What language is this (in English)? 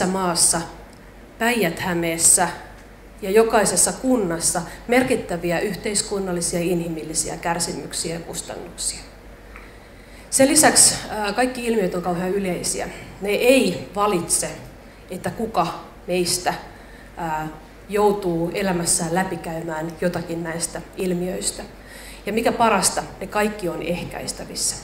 Finnish